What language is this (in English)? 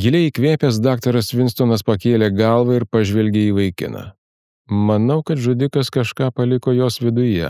Lithuanian